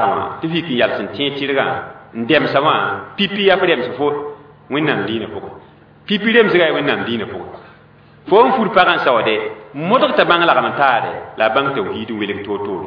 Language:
Mossi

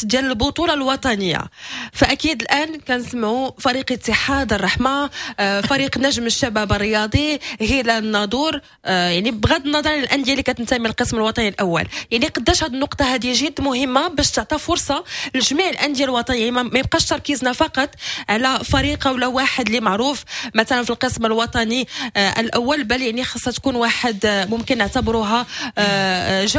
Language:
Moroccan Arabic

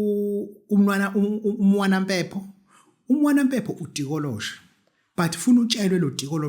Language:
Zulu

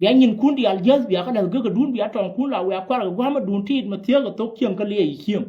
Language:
Nuer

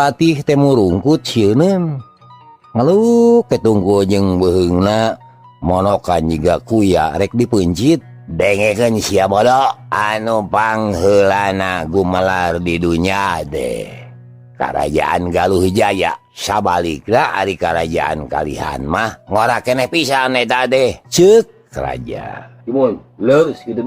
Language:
Sundanese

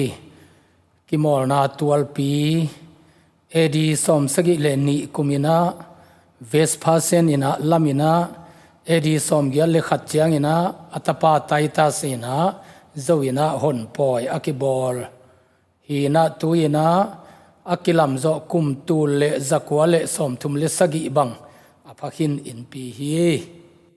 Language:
Tedim Chin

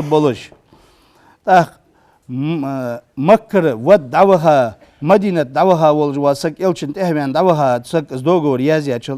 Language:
Ingush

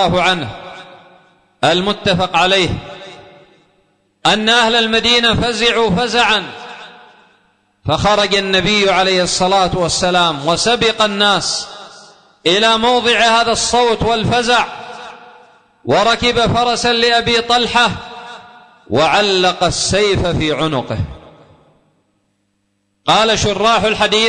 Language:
Arabic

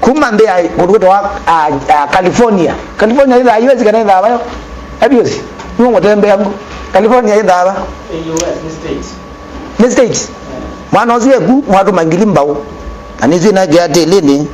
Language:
Kamba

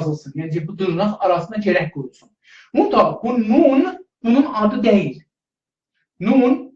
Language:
South Azerbaijani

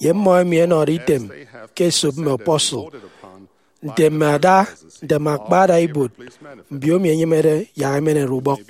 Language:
Efik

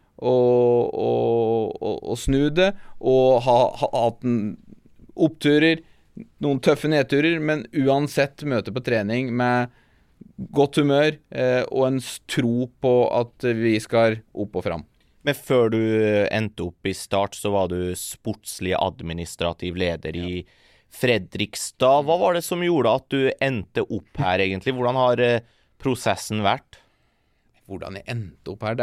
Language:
Norwegian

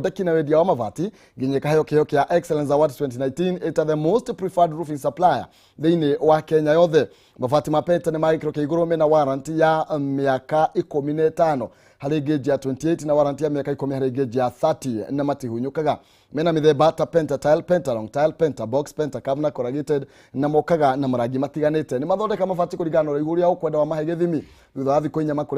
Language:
Kikuyu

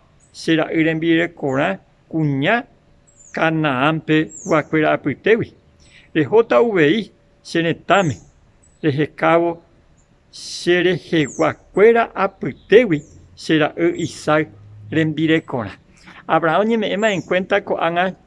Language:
Guarani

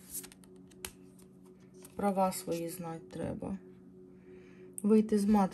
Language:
Ukrainian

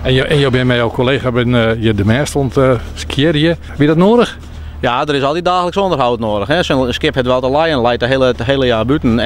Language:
Western Frisian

